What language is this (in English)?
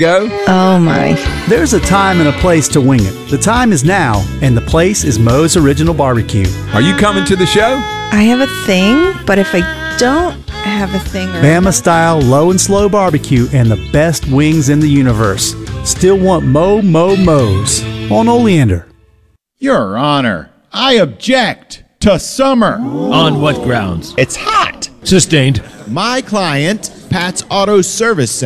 English